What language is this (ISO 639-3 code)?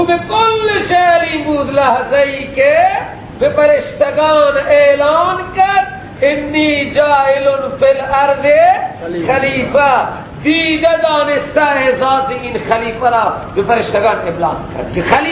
fas